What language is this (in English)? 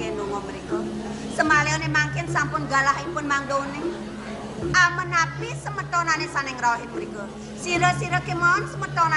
Balinese